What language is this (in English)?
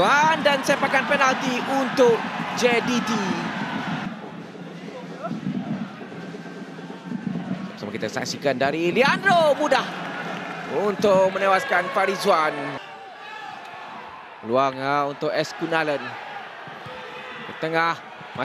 Malay